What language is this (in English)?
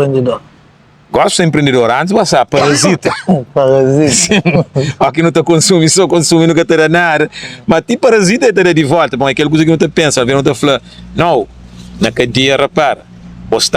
Kabuverdianu